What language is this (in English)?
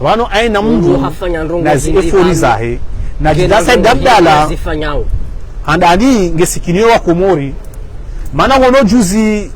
Ngazidja Comorian